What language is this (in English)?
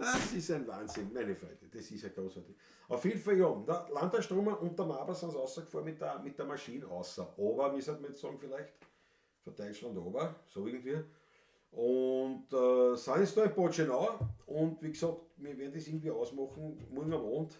Bavarian